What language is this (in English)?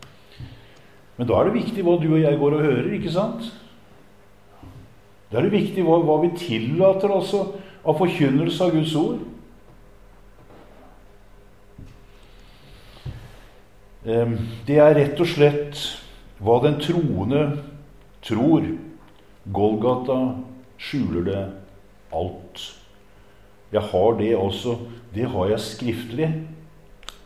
Norwegian